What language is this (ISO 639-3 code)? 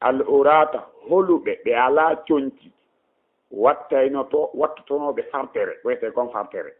ful